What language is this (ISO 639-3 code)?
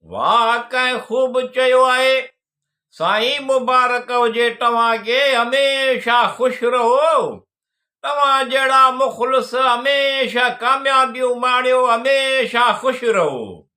snd